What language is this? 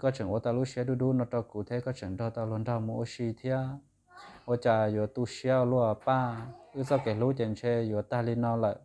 Hmong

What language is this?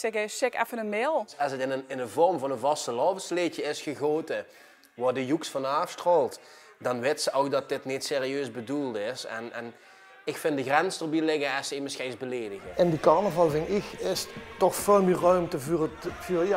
Limburgish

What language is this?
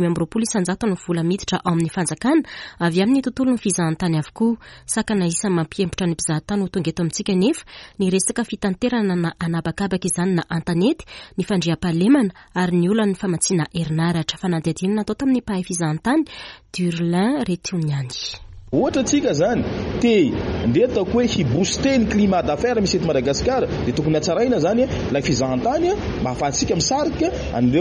Malagasy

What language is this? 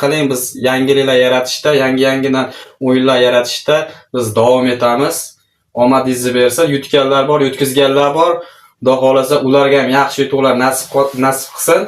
Uzbek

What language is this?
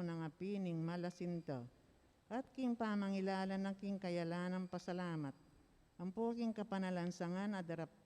Pampanga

